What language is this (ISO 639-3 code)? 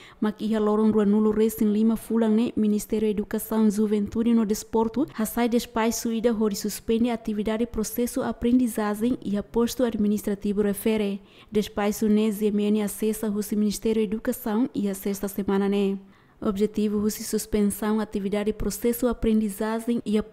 tet